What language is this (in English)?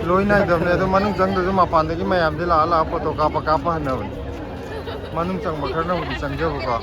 Manipuri